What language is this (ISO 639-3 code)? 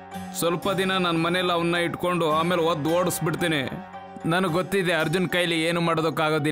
kan